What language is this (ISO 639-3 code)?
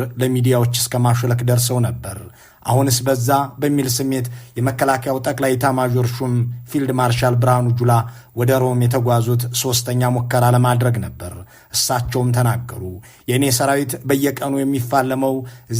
amh